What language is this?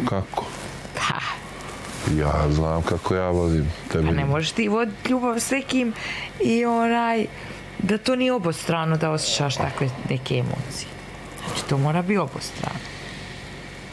Serbian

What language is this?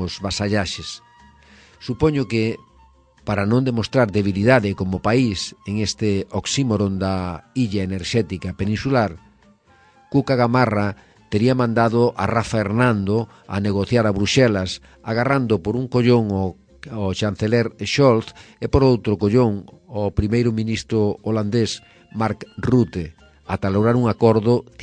Galician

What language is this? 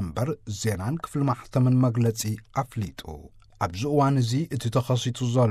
Tigrinya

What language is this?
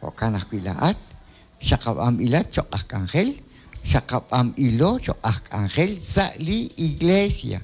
Kekchí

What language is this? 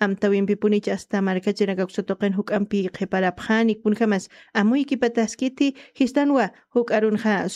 Aymara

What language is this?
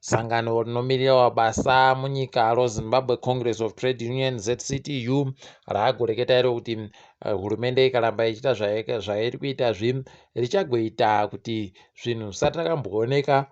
Ndau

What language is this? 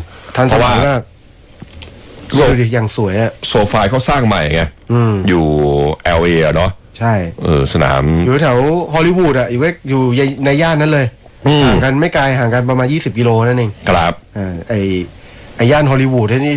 Thai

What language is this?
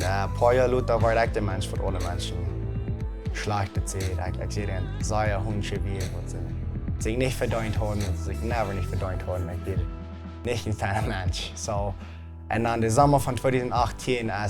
Plautdietsch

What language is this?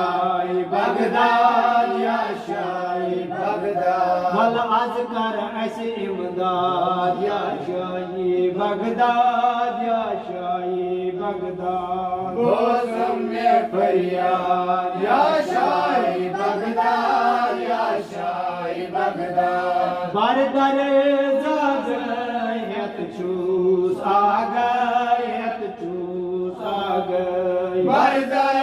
Kashmiri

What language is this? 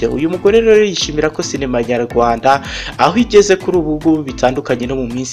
Kinyarwanda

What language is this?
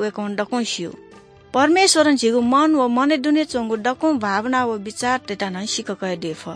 Newari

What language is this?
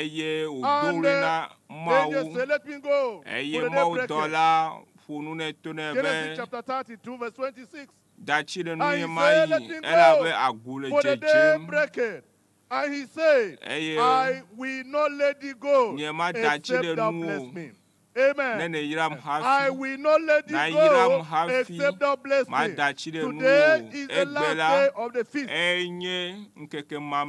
Ewe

